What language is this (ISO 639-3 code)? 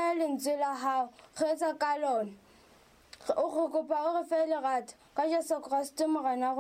sot